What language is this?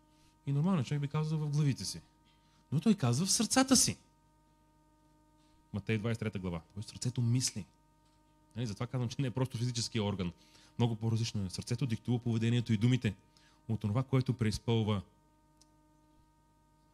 Bulgarian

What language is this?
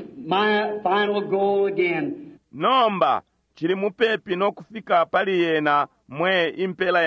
Bemba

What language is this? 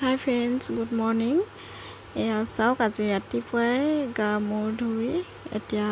Assamese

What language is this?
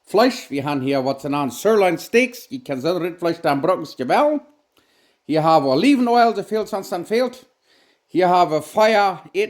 Plautdietsch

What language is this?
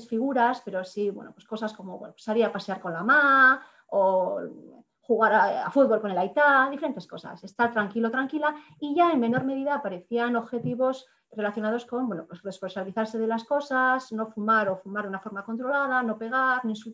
Spanish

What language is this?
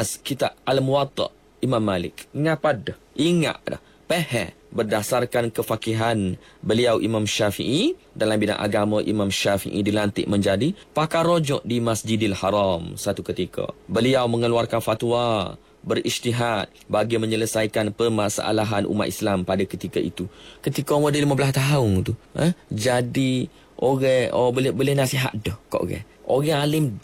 Malay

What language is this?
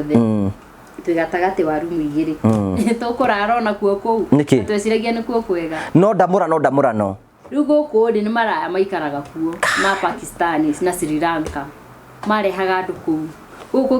Kikuyu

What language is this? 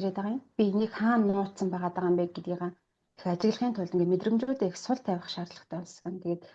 Mongolian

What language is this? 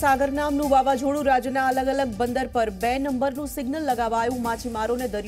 Gujarati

